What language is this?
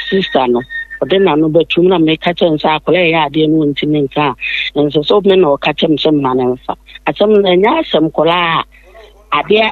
Akan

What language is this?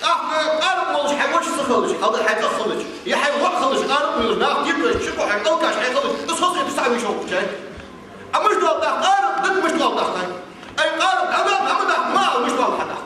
Ingush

